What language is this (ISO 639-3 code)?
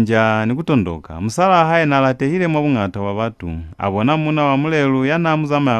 loz